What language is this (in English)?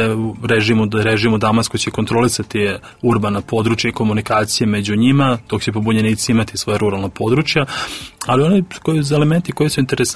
Serbian